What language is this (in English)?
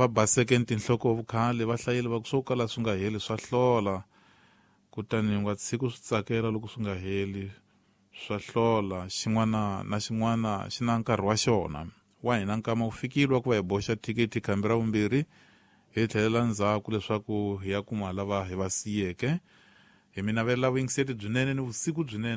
Tsonga